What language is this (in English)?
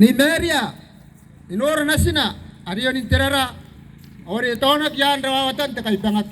Gilbertese